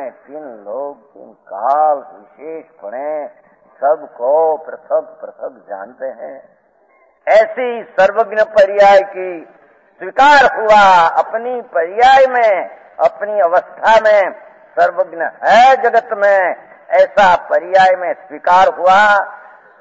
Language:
Hindi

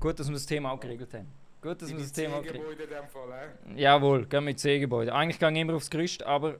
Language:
Swiss German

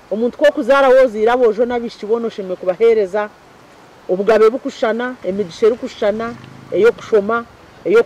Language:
Nyankole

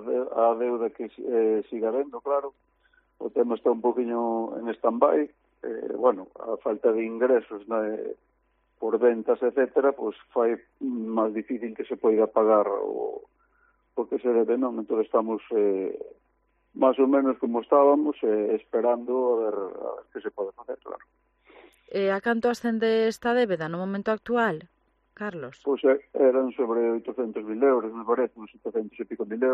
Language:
Galician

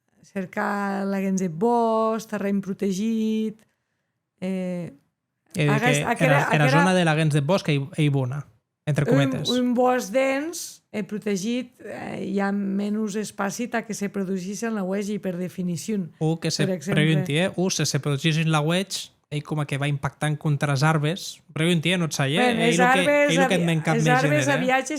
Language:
Occitan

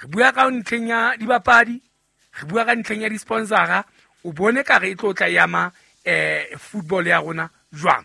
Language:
Southern Sotho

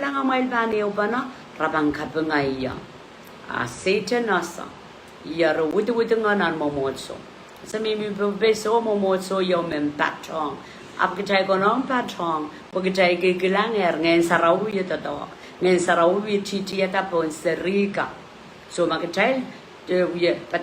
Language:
Pohnpeian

